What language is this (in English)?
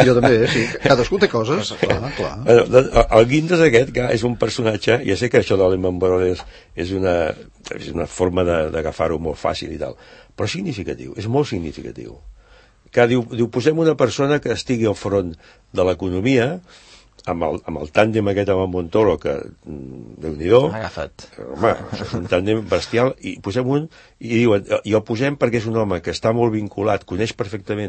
Catalan